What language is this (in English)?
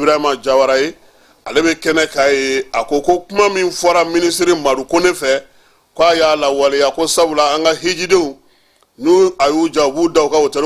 Bambara